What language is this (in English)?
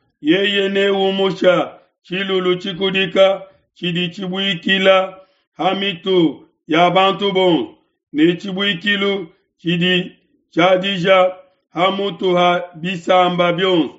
Luba-Lulua